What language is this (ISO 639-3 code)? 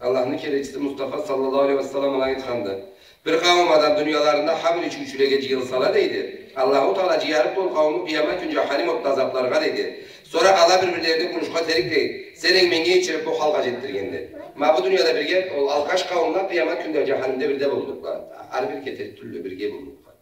krc